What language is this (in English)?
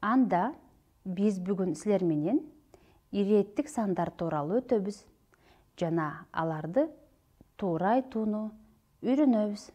Kyrgyz